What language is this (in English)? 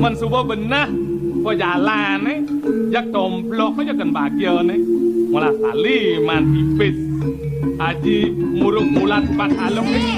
Balinese